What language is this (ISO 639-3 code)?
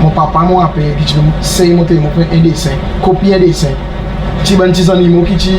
crs